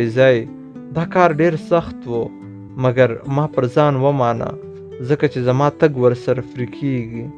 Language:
Pashto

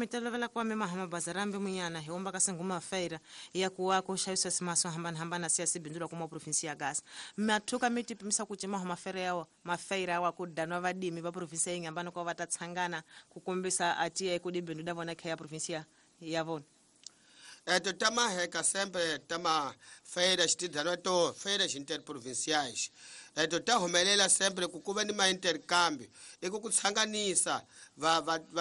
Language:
Tsonga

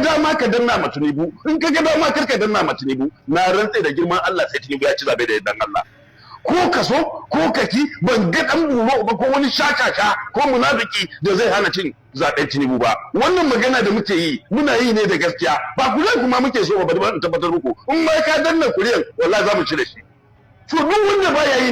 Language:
Hausa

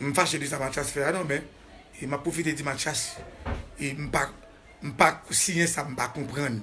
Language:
Haitian Creole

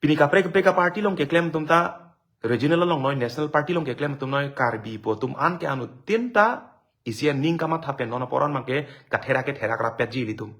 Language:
Karbi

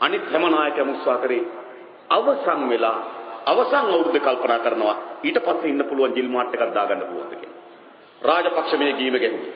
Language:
Sinhala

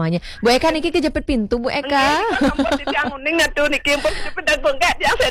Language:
Balinese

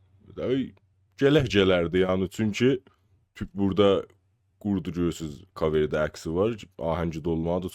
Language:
South Azerbaijani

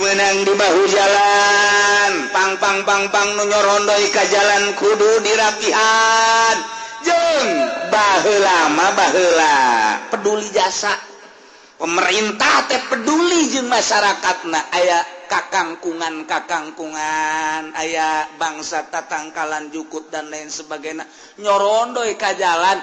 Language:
Sundanese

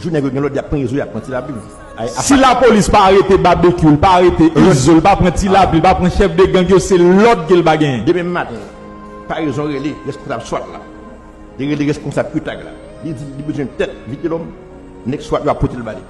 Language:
Haitian Creole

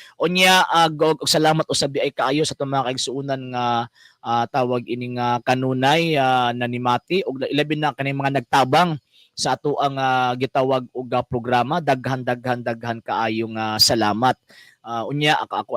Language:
Cebuano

